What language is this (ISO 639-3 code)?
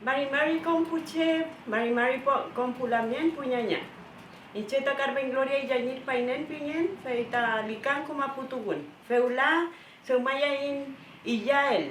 arn